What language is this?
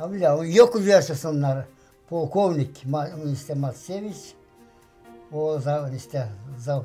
Gagauz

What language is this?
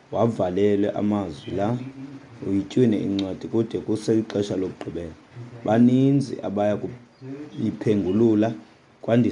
Xhosa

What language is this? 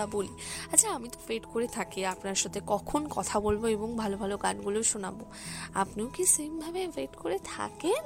Bangla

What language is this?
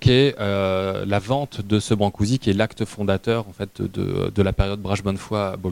French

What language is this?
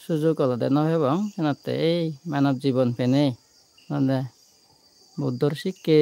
Chakma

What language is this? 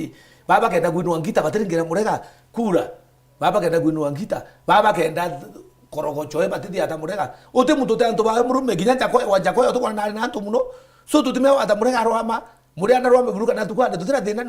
Meru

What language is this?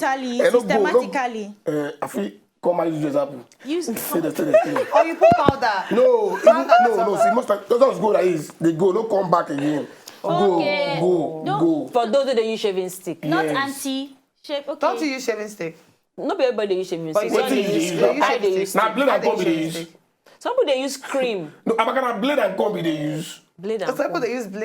Nigerian Pidgin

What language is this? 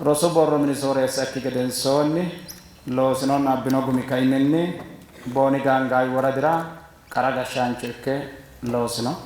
Sidamo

